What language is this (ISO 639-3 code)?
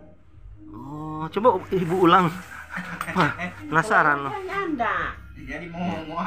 xmm